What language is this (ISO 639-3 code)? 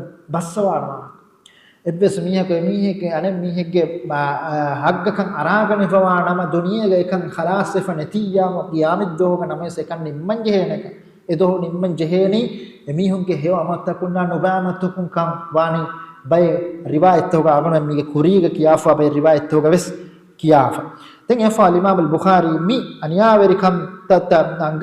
div